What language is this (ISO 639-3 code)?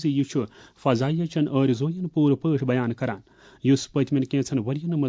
kas